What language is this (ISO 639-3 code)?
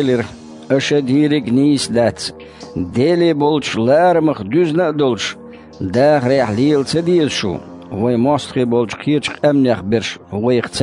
che